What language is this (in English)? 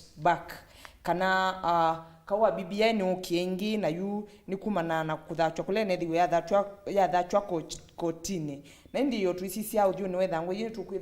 Kamba